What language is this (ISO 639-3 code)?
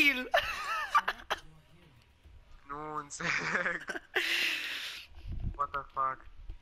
ron